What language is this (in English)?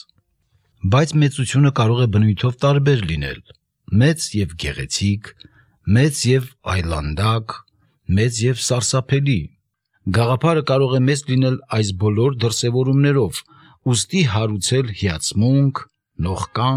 Armenian